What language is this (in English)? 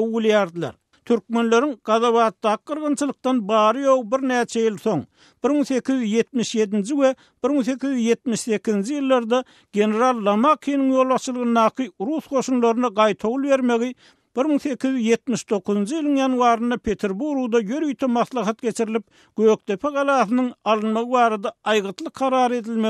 Turkmen